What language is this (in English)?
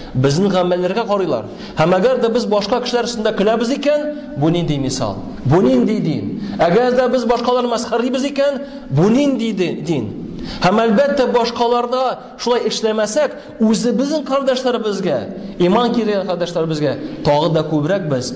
Tatar